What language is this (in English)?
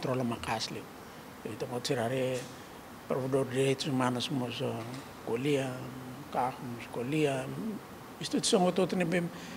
Tetum